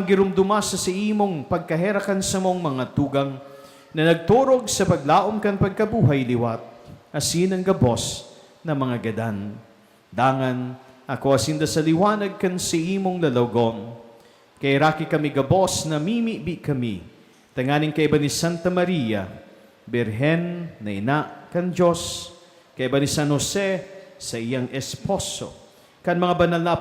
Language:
Bikol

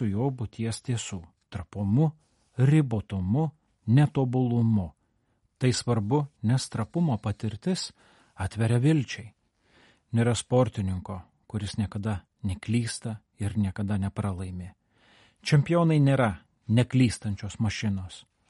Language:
Lithuanian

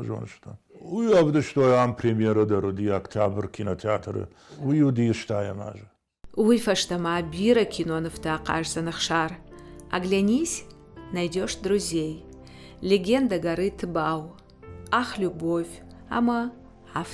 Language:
Ossetic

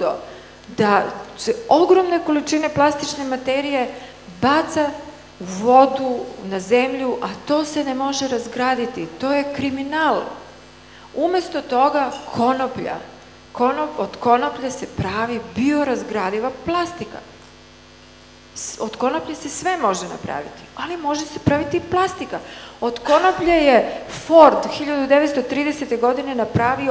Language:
Serbian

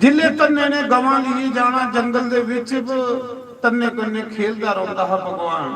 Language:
Dogri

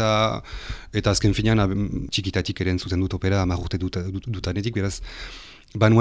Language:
Basque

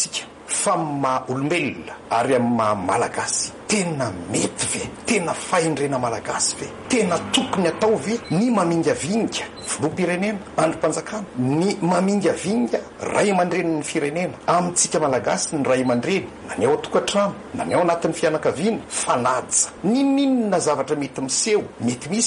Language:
Malagasy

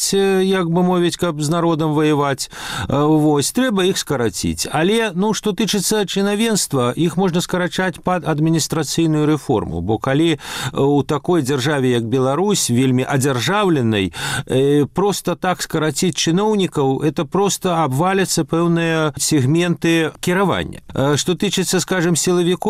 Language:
Belarusian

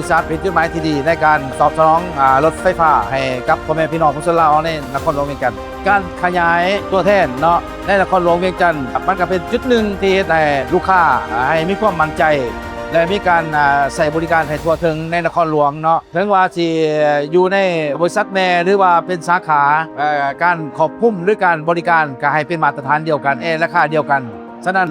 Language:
Lao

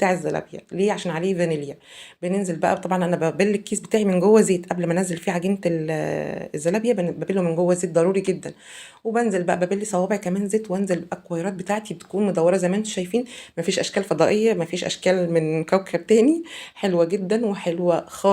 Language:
Egyptian Arabic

